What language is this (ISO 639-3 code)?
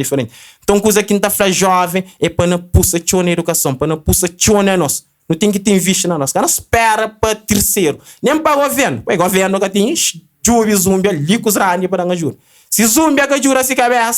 kea